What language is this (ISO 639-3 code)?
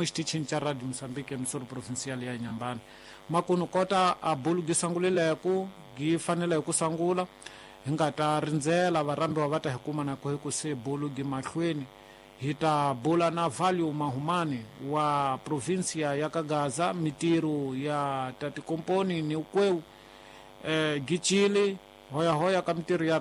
tso